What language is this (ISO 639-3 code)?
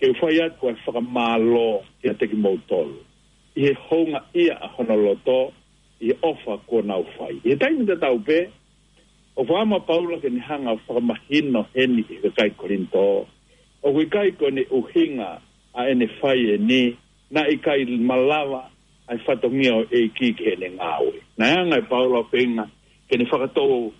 ton